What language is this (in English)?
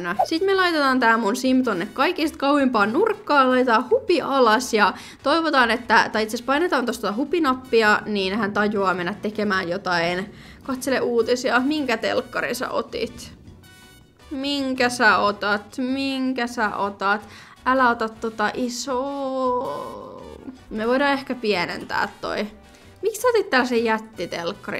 Finnish